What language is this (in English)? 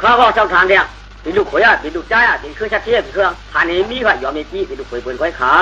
Shan